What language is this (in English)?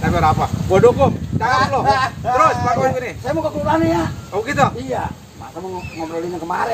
Betawi